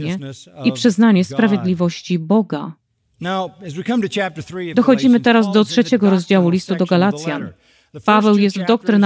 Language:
Polish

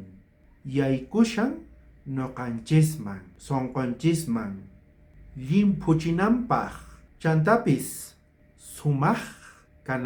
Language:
South Bolivian Quechua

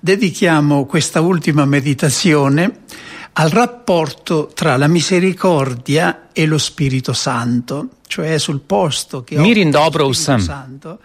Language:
Slovenian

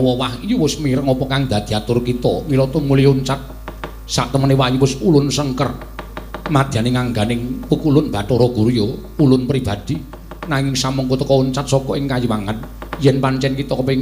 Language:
Javanese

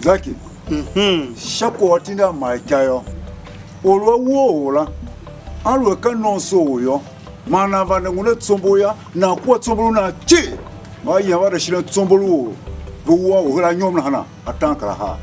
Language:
Tiv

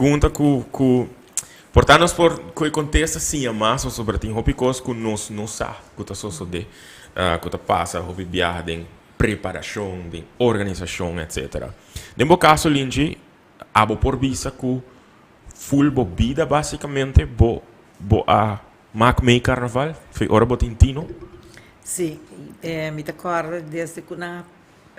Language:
Papiamento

